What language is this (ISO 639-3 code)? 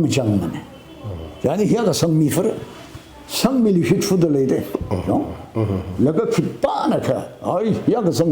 nmf